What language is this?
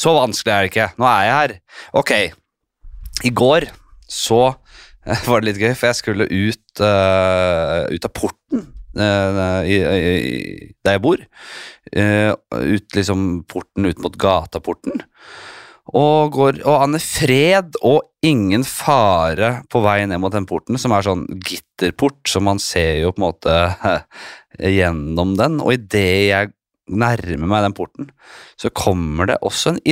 Norwegian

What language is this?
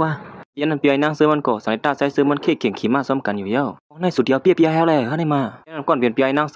Shan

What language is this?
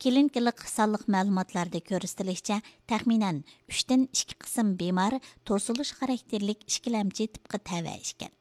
Uyghur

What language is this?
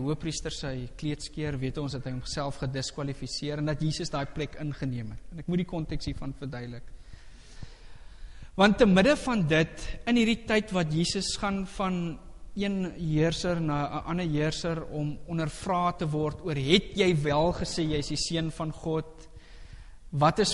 Afrikaans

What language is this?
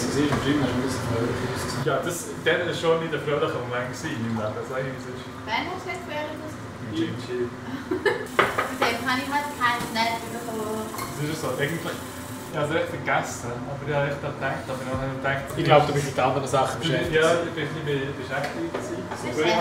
Swiss German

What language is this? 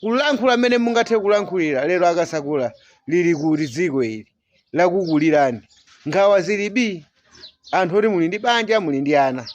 Nyanja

